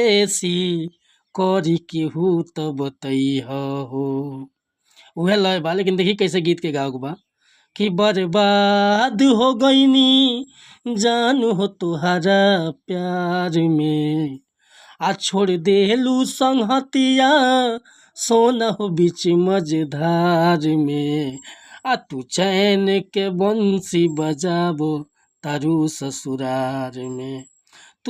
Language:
Bhojpuri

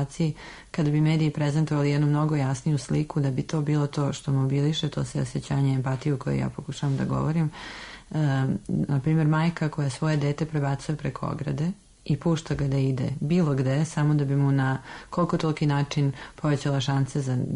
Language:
Serbian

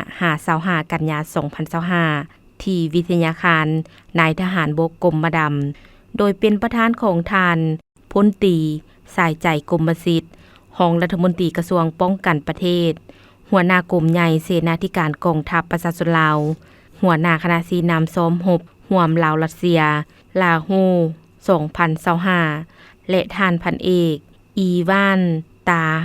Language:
Lao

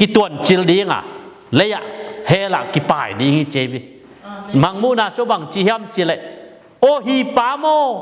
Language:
Tedim Chin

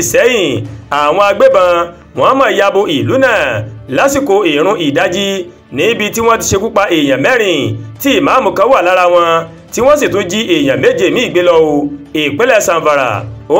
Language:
Yoruba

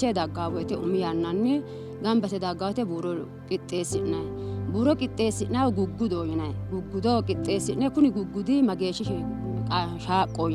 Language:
Sidamo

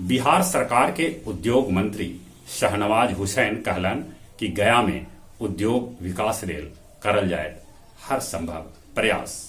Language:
Magahi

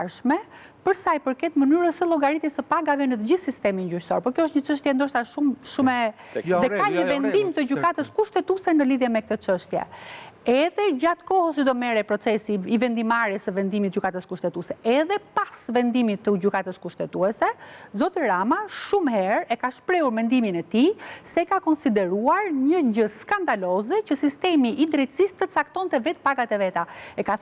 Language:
Albanian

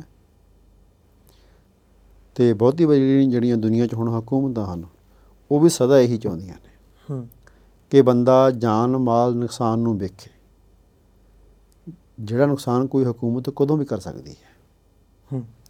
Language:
Punjabi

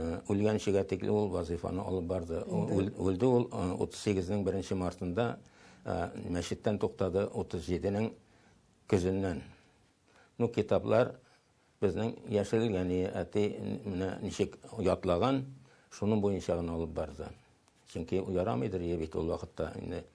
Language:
Tatar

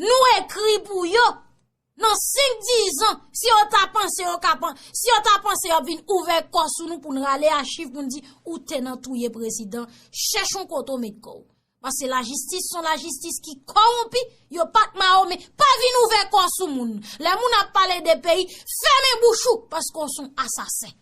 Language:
Haitian Creole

